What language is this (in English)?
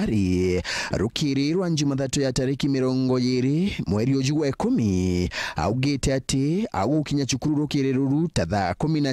Meru